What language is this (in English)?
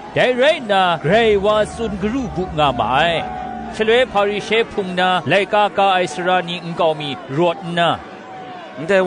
Kachin